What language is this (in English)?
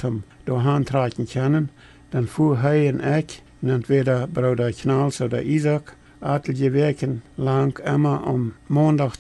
Plautdietsch